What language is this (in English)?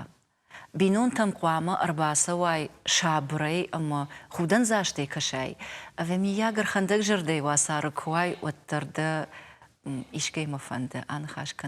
Ossetic